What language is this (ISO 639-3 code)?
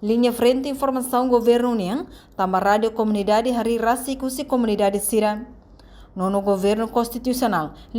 tet